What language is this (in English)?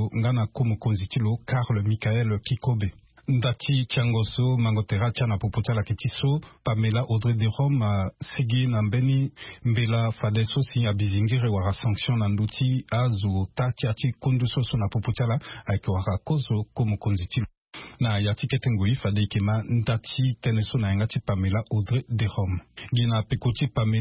Sango